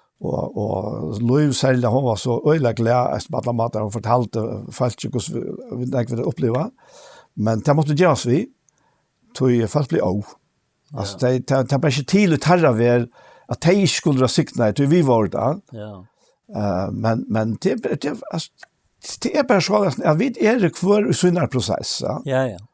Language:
Faroese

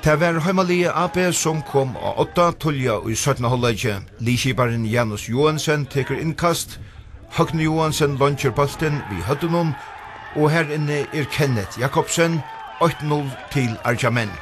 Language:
Faroese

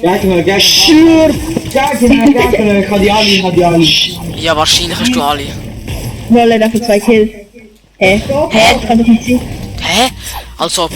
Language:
Swiss German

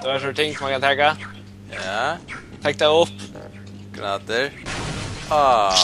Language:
Faroese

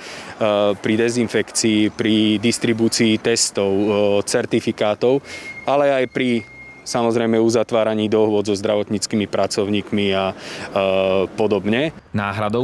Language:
Slovak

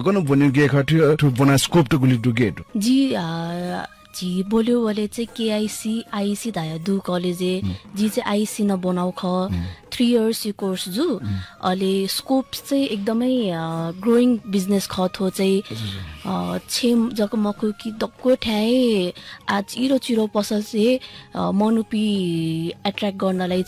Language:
Newari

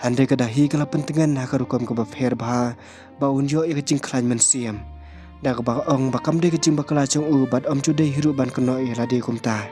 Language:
Khasi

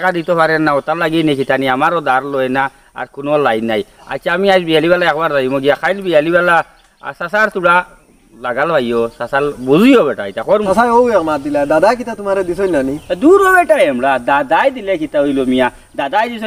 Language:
Sylheti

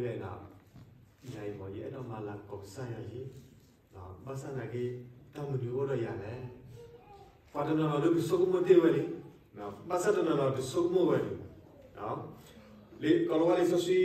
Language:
S'gaw Karen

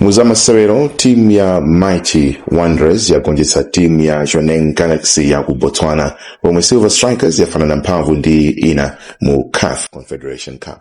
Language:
Nyanja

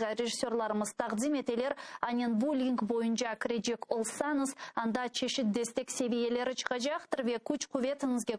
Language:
Crimean Tatar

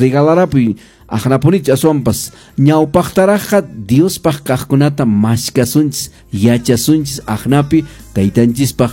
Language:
Quechua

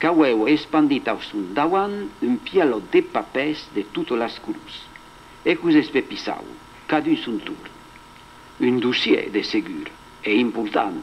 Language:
Occitan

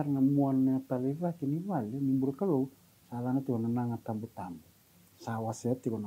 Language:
Fijian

